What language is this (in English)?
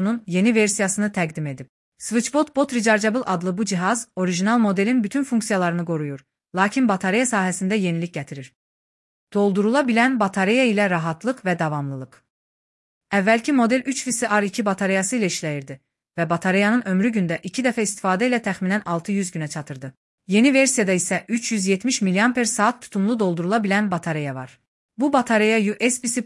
Azerbaijani